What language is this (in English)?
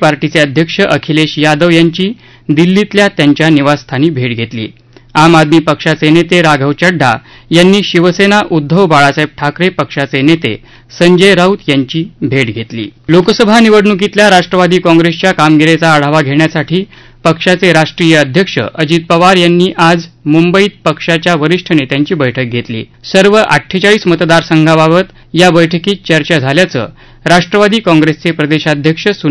Marathi